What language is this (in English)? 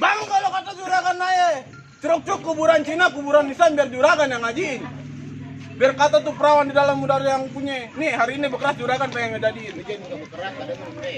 Betawi